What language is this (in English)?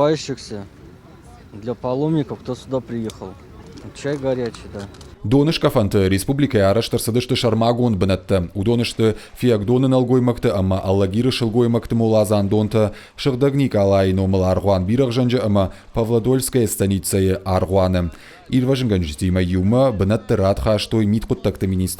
Ossetic